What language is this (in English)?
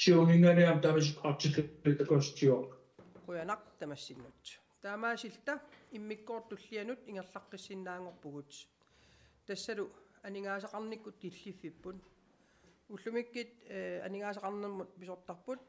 Kalaallisut